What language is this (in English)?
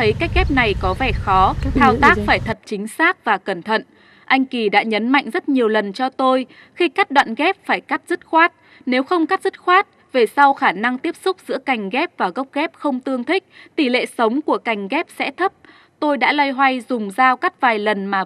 Vietnamese